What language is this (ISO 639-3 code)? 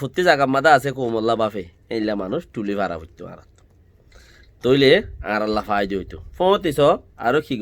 rhg